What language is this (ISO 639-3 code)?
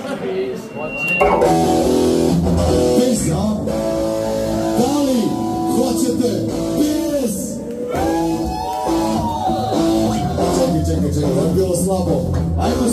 srp